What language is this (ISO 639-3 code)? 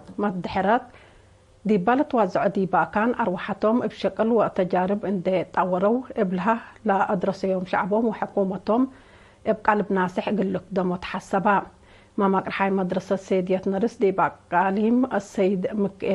tig